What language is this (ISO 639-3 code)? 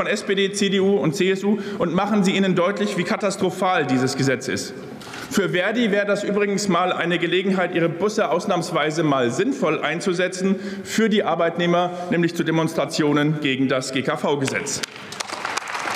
deu